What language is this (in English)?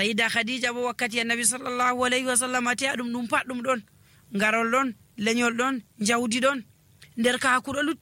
Nigerian Fulfulde